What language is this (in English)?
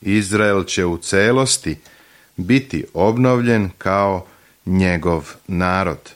Serbian